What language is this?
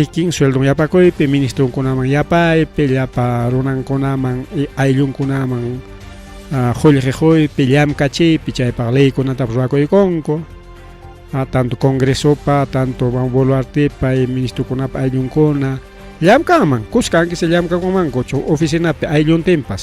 Ayacucho Quechua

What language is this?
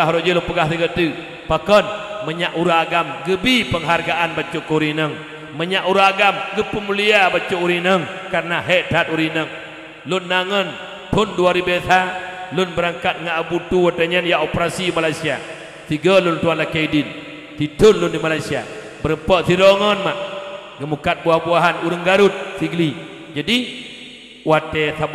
Achinese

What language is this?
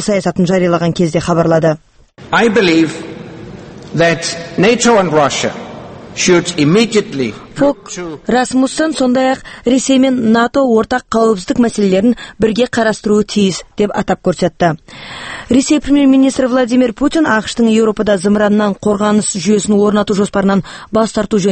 Kazakh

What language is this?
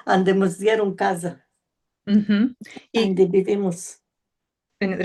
Ladino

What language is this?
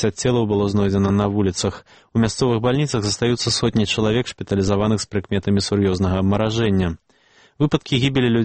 Belarusian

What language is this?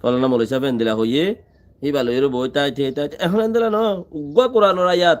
Rohingya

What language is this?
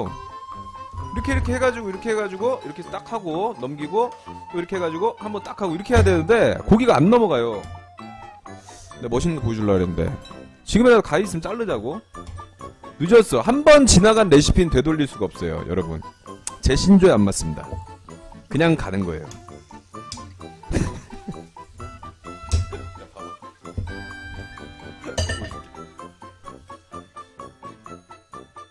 Korean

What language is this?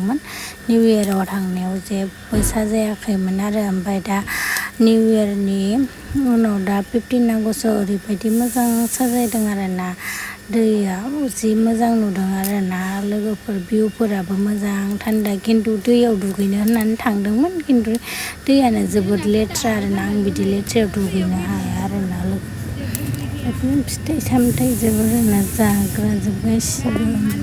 Bodo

